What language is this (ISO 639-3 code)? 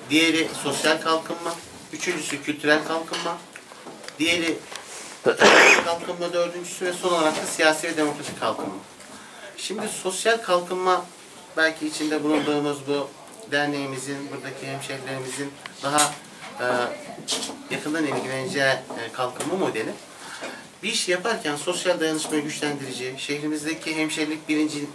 tur